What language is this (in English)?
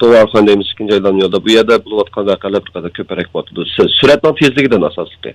Uyghur